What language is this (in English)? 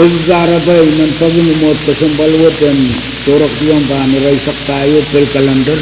Pohnpeian